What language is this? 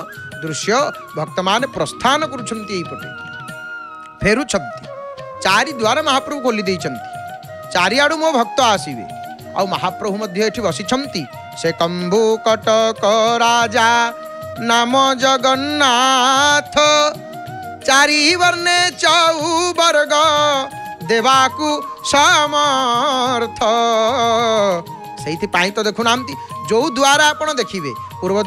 Odia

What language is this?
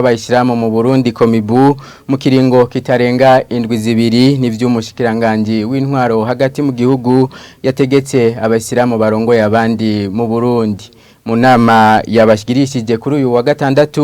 Rundi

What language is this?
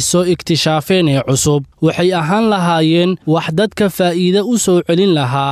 Somali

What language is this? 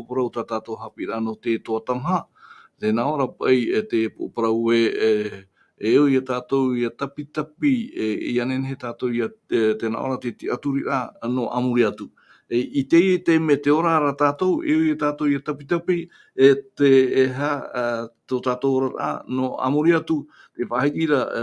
Tahitian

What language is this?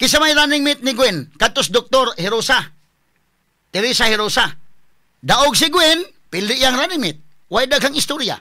Cebuano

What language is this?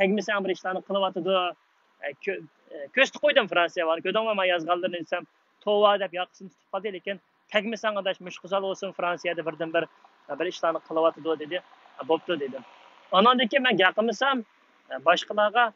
Uyghur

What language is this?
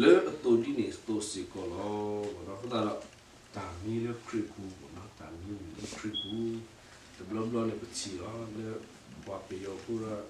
S'gaw Karen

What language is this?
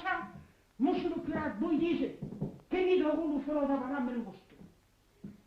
Occitan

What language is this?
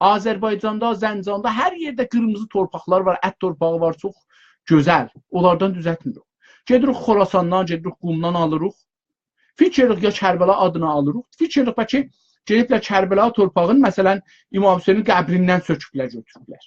South Azerbaijani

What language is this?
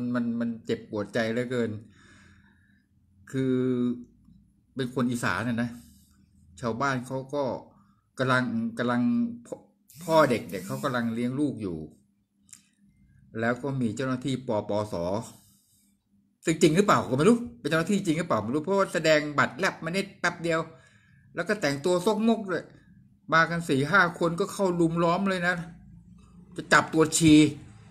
Thai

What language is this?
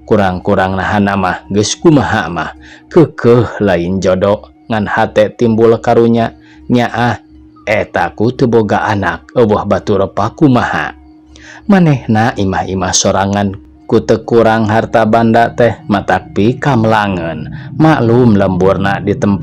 Sundanese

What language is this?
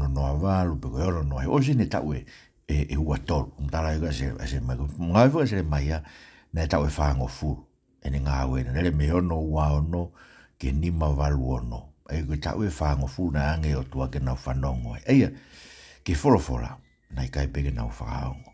Tongan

